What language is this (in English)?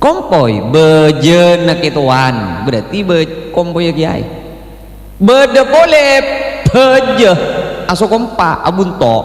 Madurese